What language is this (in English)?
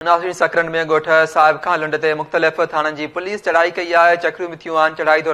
Sindhi